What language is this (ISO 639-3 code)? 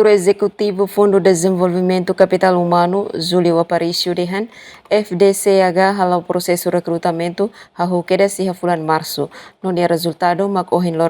tet